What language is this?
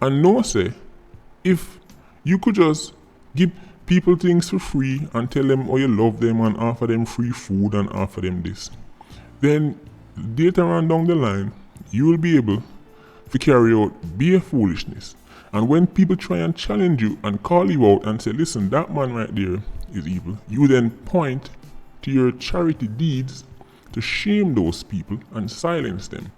Jamaican Creole English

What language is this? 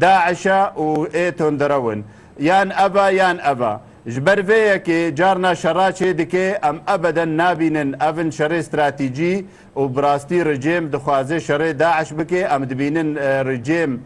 Kurdish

